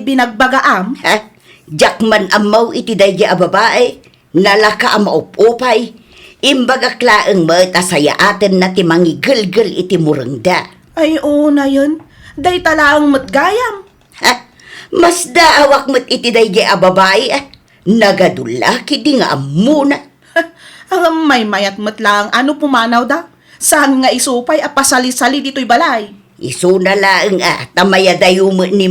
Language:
Iloko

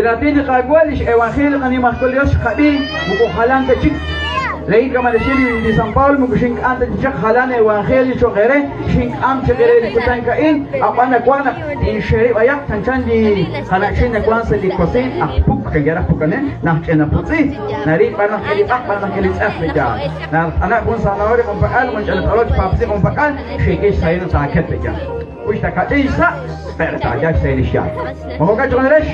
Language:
Kekchí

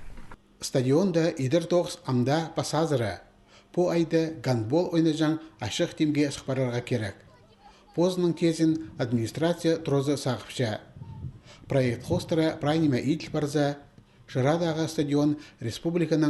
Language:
Khakas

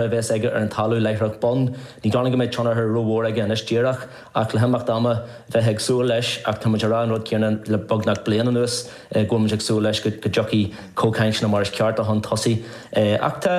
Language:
Irish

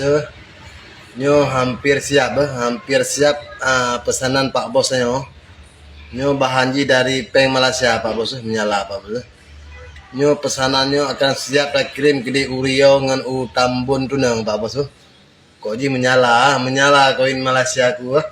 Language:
Achinese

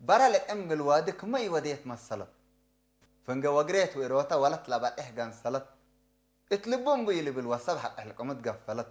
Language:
Tigre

